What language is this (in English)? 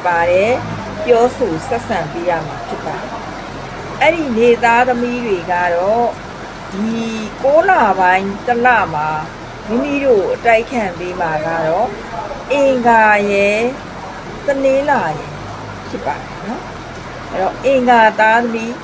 Burmese